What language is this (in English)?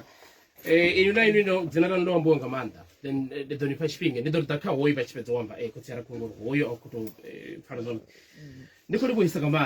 Venda